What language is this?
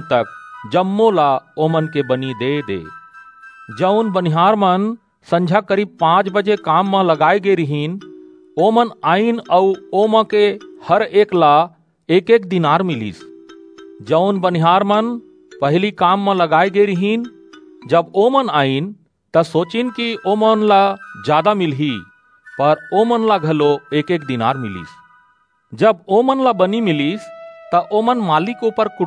Chhattisgarhi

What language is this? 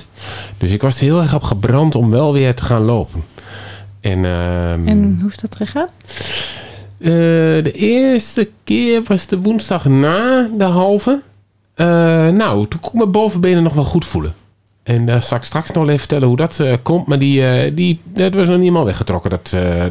Dutch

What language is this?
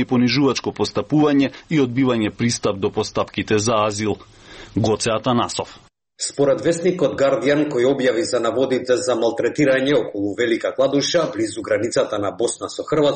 Macedonian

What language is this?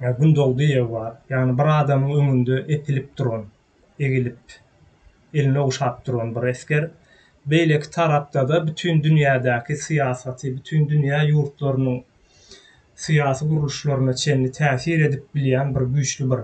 Turkmen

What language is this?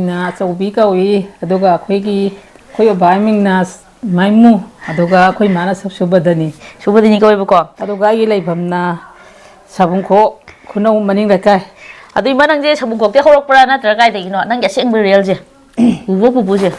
Manipuri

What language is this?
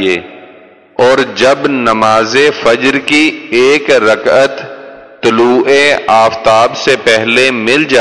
Urdu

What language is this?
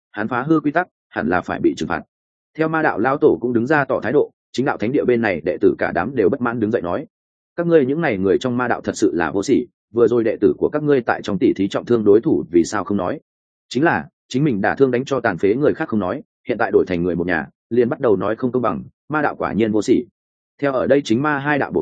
Vietnamese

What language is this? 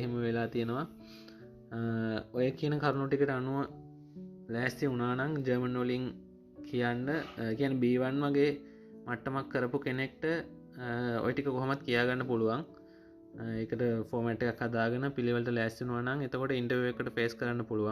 Sinhala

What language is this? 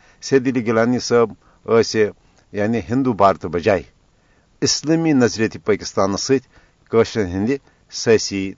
Kashmiri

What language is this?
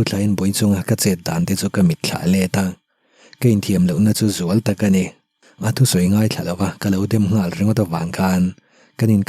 Mizo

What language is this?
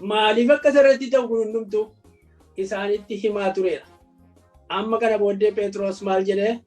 Oromo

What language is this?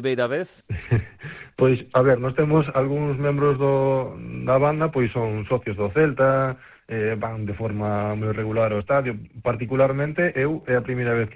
Galician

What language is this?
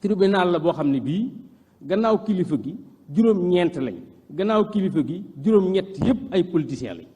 Wolof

